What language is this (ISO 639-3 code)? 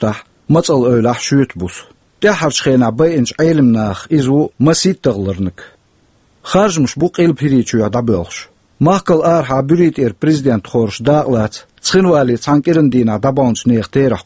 che